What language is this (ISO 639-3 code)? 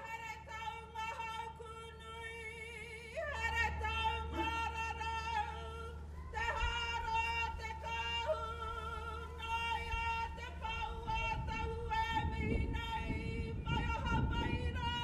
mri